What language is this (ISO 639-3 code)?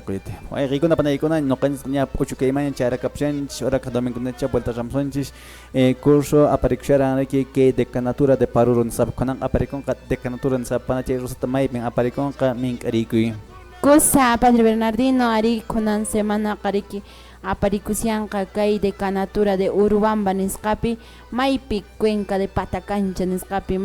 que